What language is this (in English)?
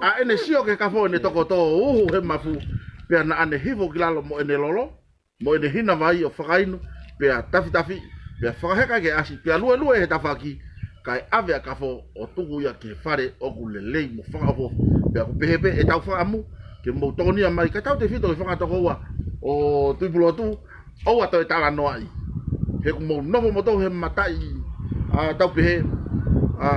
Tongan